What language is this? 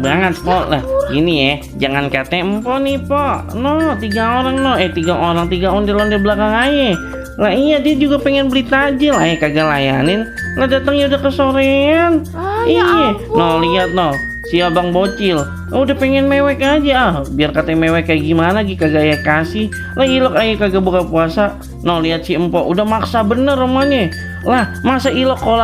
Betawi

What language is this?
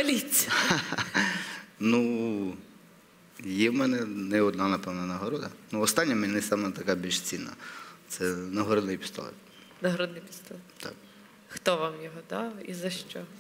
Ukrainian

